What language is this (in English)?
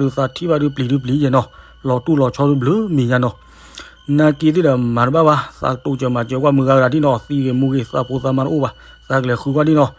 S'gaw Karen